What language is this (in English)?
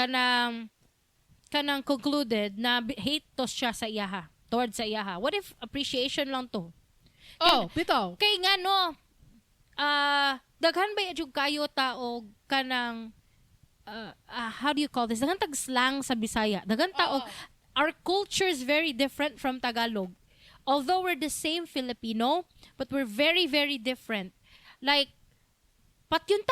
Cebuano